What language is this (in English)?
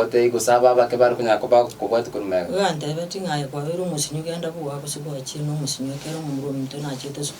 Gusii